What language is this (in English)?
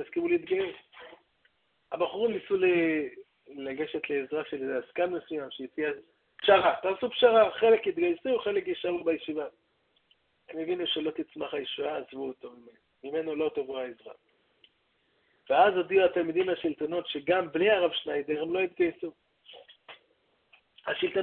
Hebrew